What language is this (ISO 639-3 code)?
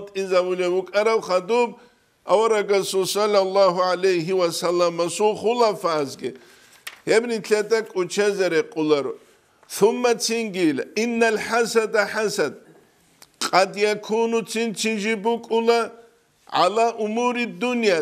ava